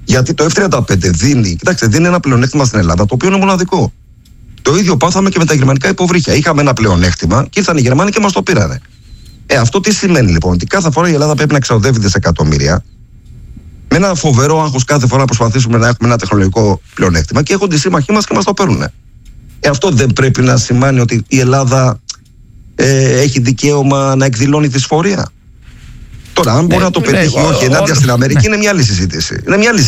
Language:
Greek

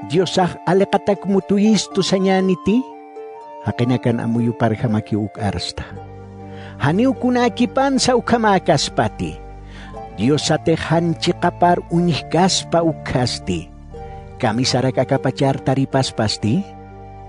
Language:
Aymara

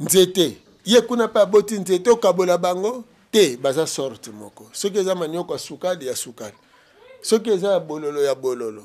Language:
Lingala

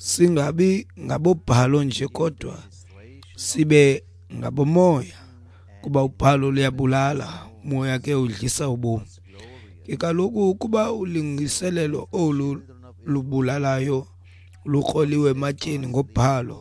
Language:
Xhosa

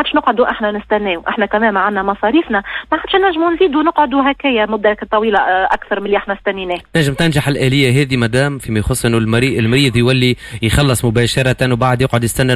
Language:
Tunisian Arabic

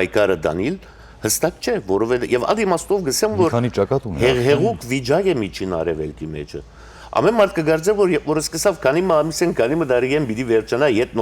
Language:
Western Armenian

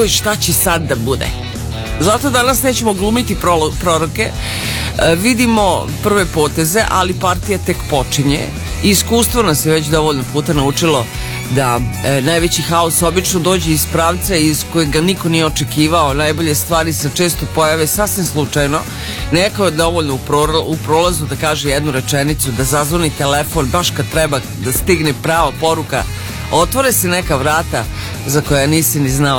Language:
Serbian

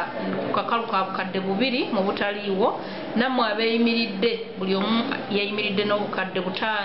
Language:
Ganda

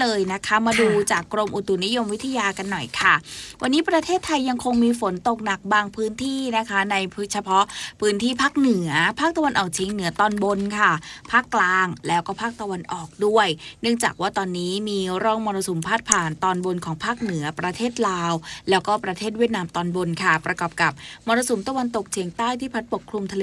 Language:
Thai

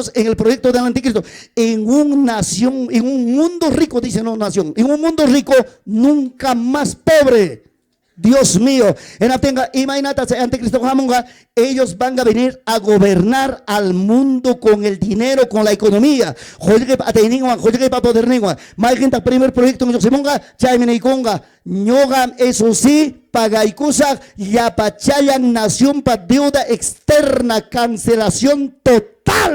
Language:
Ayacucho Quechua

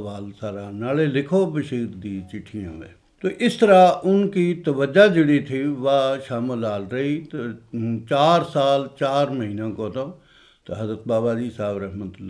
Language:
Gujari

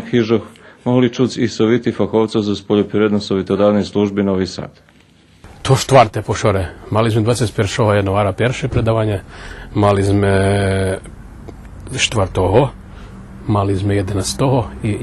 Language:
Rusyn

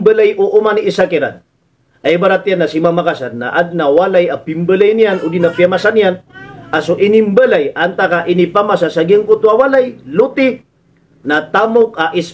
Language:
Maranao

